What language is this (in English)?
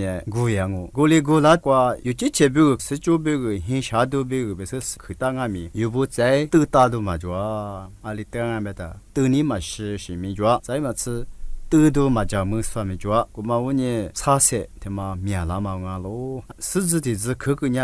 Lisu